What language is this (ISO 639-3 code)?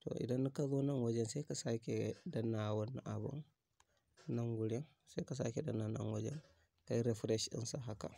hau